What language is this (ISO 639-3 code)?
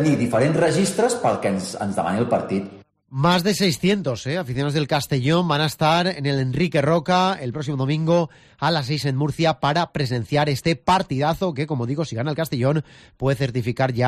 spa